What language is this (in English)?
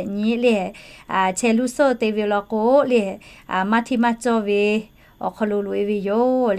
Lahu